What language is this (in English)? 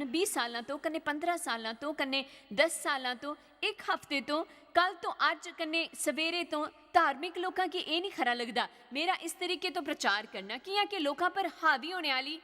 Dogri